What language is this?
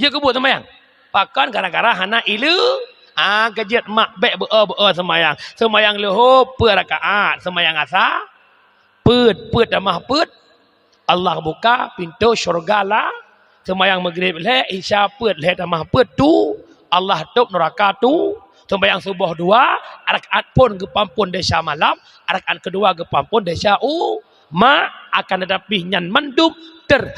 Achinese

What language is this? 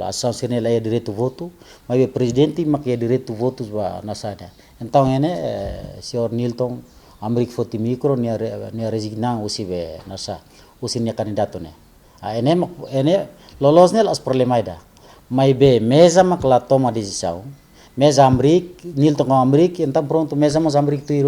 Tetum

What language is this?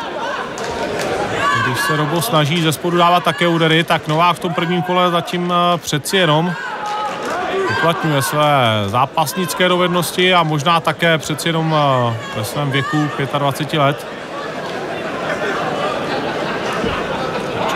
Czech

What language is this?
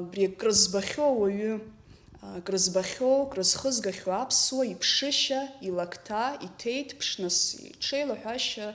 Abkhazian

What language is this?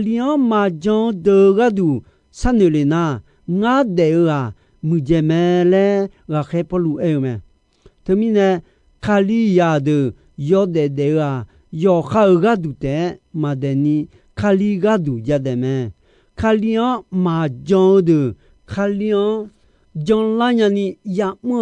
Akha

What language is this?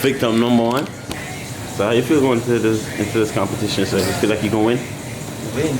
Jamaican Creole English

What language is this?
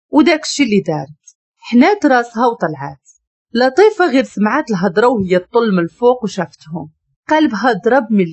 Moroccan Arabic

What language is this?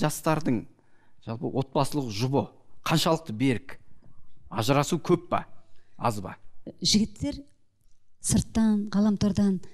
Kazakh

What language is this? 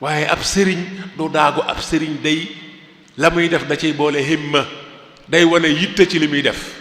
Wolof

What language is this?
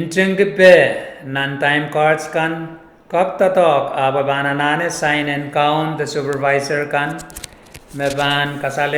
Pohnpeian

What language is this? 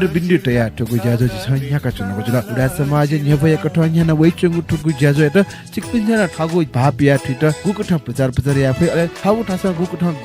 Newari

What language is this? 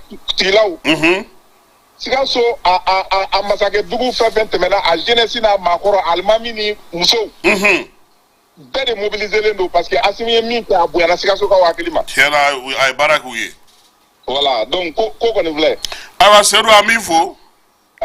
Bambara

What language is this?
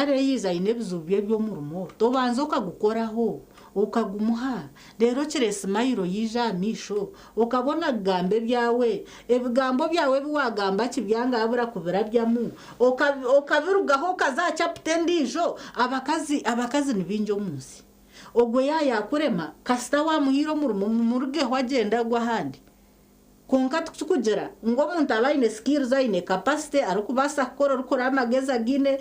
Nyankole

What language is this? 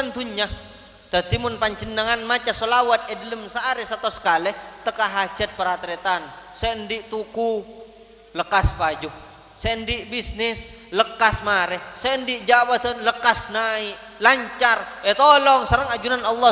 Madurese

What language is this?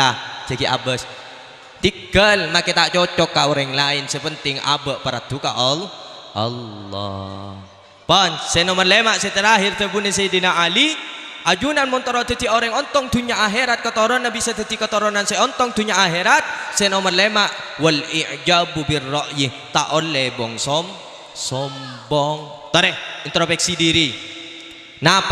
Madurese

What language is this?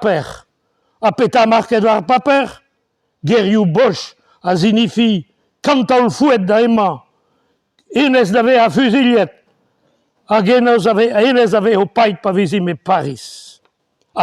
Breton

